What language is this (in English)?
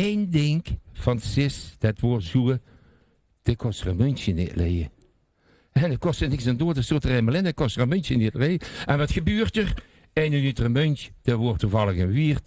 Limburgish